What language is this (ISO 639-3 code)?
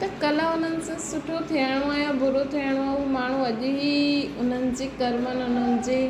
snd